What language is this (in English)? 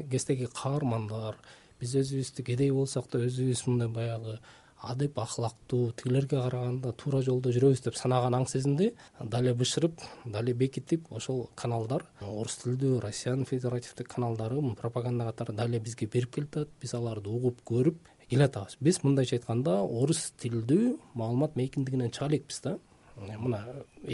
Kyrgyz